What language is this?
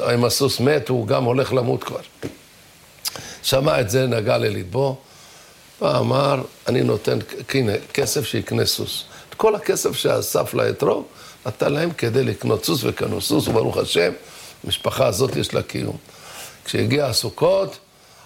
Hebrew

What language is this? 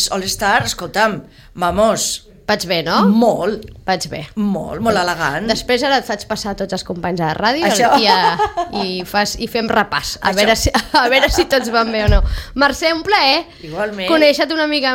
Catalan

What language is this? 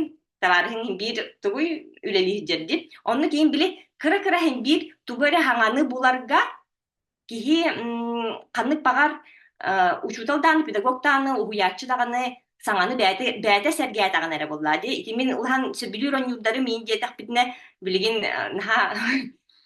Yakut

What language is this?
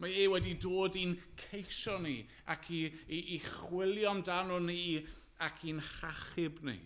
Welsh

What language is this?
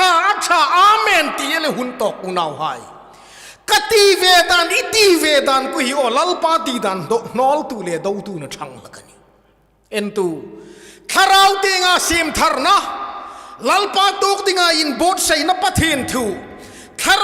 Hmar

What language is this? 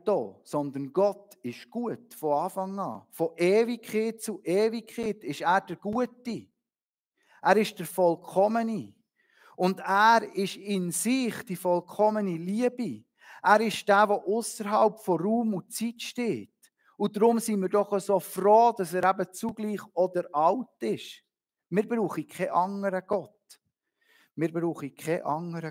Swiss German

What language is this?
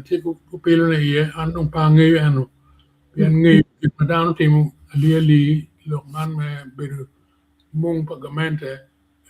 Acoli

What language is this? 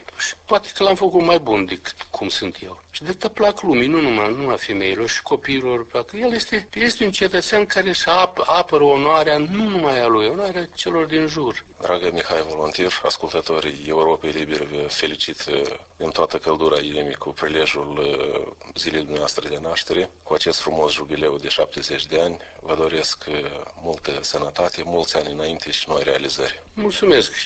Romanian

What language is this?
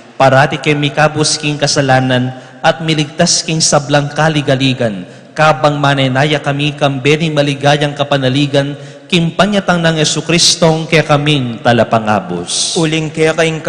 Pampanga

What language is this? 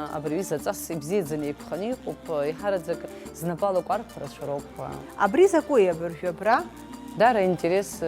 Abkhazian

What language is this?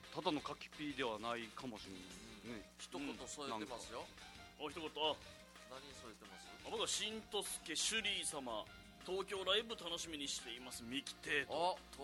Japanese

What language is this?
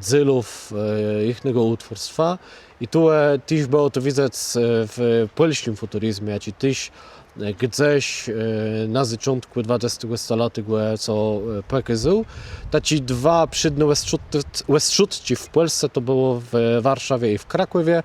Kashubian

